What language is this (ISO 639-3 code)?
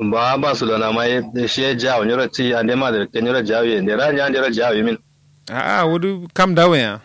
kau